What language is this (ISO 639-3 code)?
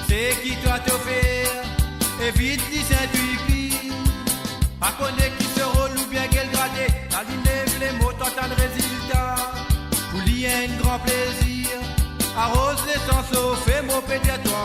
mfe